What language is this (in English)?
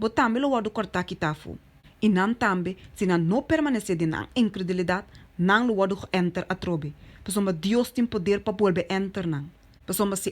Papiamento